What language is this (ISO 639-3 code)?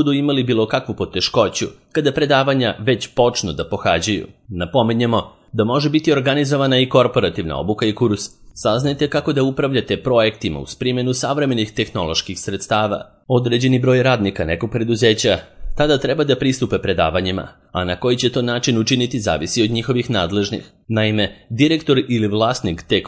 srp